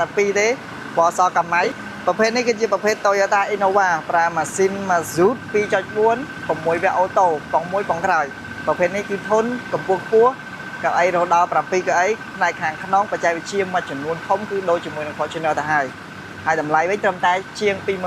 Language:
Khmer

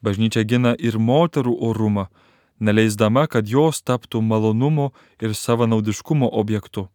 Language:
Lithuanian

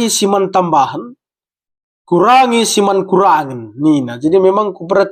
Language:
Batak Karo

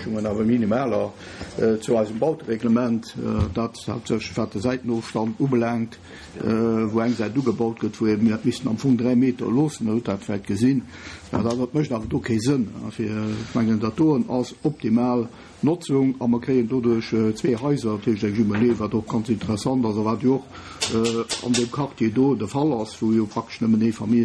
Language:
Luxembourgish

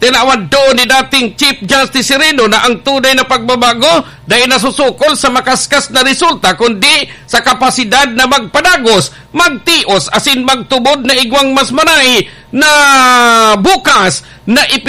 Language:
Bikol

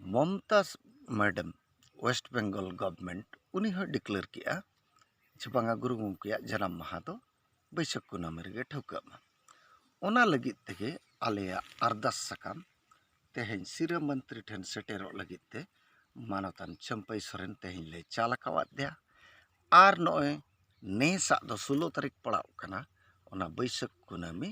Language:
Santali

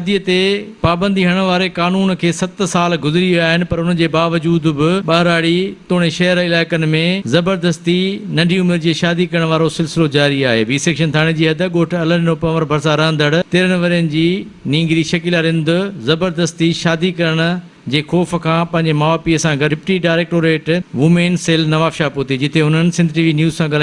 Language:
Sindhi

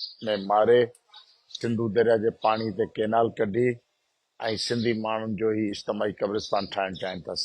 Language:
Sindhi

